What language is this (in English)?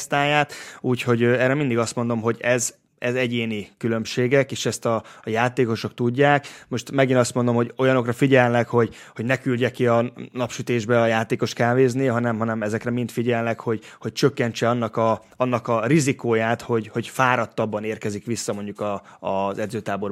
Hungarian